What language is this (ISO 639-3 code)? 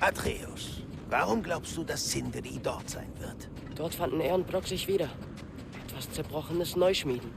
bar